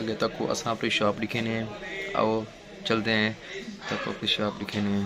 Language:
Saraiki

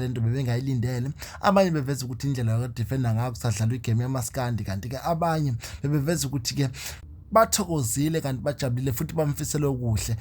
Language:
Zulu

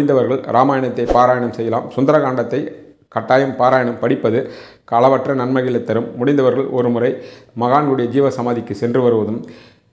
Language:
Tamil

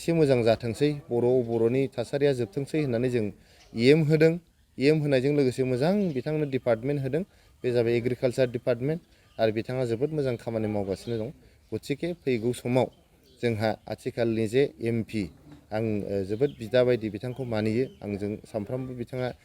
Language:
Bodo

